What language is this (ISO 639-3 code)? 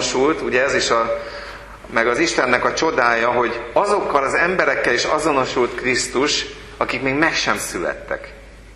hun